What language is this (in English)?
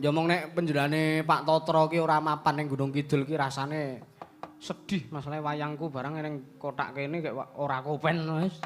Javanese